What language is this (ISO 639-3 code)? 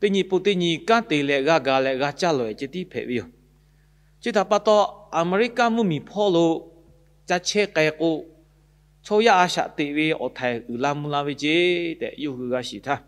lhu